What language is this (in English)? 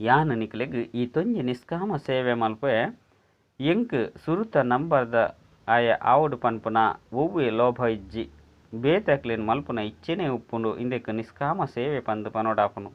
Tulu